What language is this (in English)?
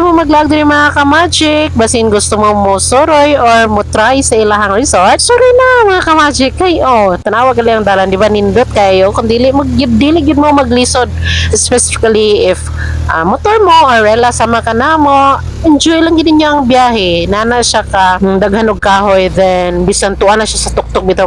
Cebuano